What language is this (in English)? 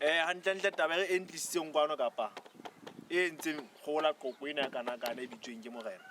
Southern Sotho